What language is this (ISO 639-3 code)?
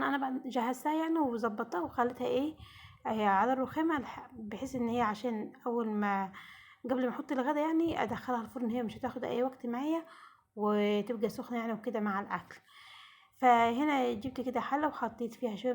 arz